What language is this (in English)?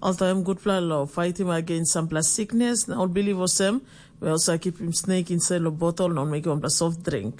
Tok Pisin